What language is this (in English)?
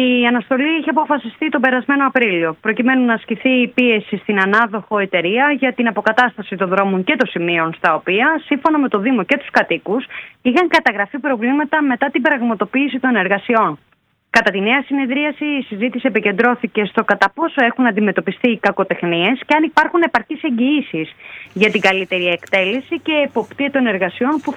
Greek